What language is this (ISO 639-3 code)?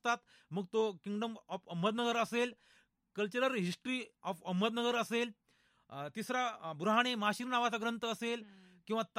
mar